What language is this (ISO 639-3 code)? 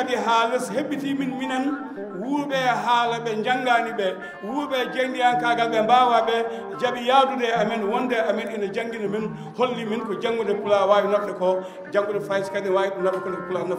ful